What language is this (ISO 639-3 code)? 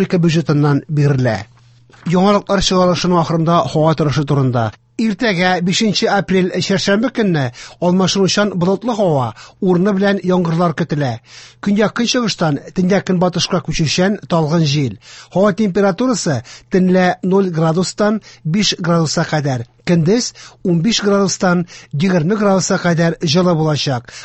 tat